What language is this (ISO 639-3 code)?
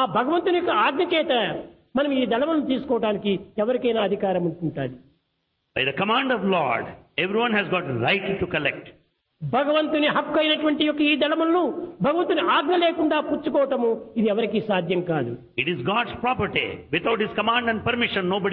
tel